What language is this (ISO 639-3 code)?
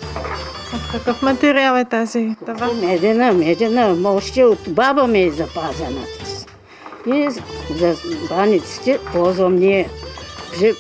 bul